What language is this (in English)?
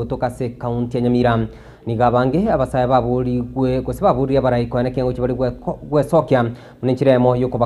Gusii